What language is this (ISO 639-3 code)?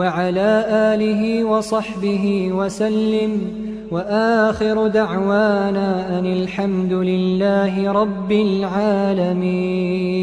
ara